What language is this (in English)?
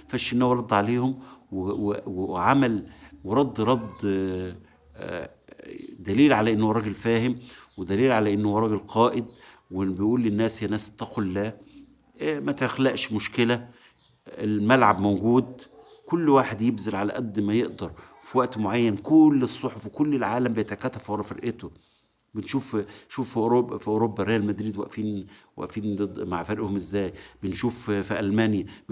Egyptian Arabic